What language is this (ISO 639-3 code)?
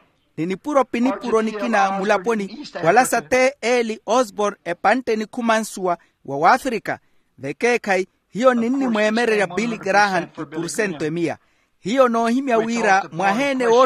vmw